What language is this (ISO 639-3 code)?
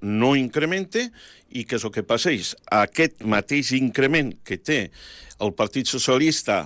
cat